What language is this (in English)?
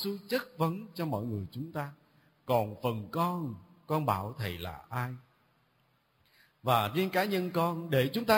Vietnamese